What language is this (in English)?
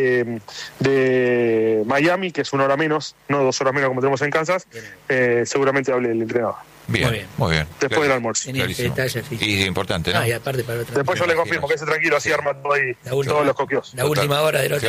Spanish